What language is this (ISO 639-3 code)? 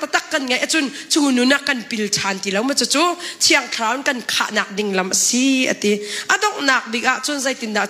cnh